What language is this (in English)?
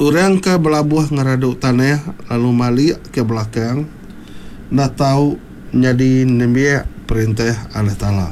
Iban